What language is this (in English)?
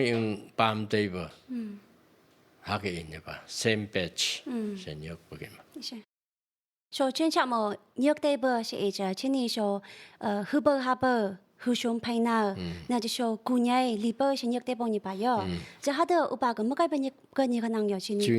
Phom Naga